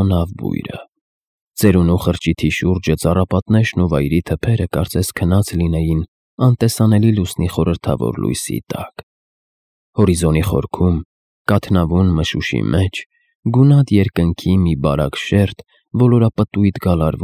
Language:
Armenian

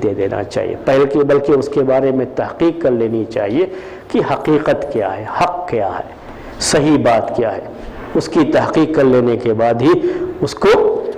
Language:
Urdu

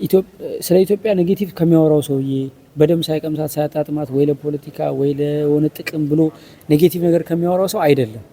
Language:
Amharic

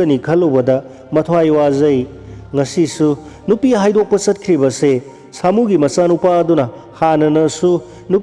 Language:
Manipuri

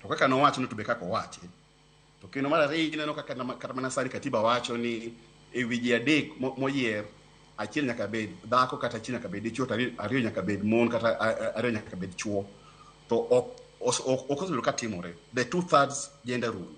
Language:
Luo (Kenya and Tanzania)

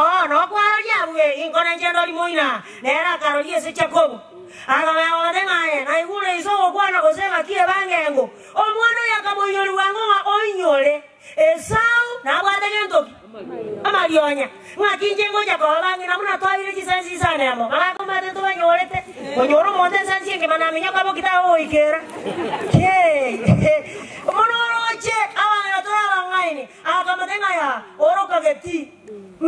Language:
Gusii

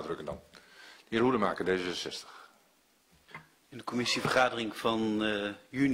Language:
Dutch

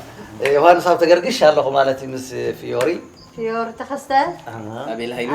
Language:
Tigrinya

